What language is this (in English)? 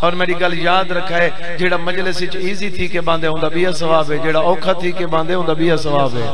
Saraiki